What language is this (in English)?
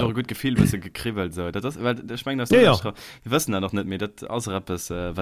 Luxembourgish